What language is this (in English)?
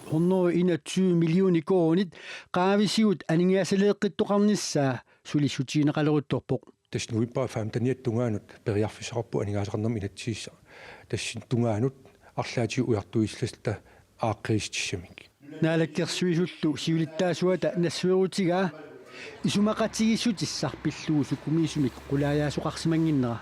Kalaallisut